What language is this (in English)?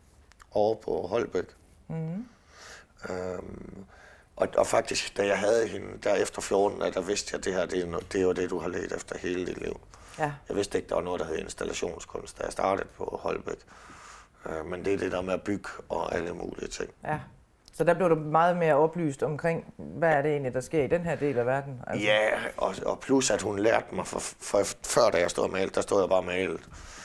Danish